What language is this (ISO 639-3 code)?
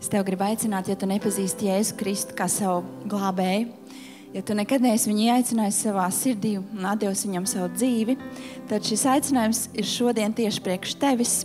lav